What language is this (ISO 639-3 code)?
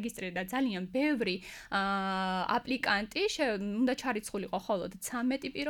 kat